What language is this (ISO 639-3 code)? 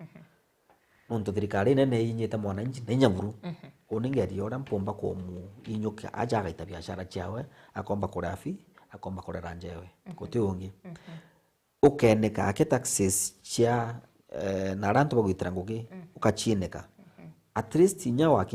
mer